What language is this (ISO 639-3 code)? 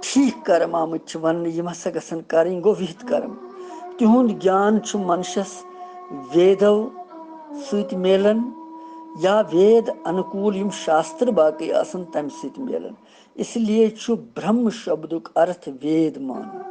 kas